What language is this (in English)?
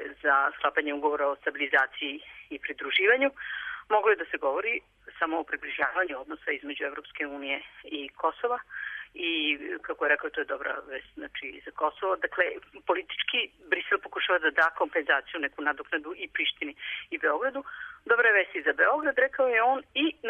Serbian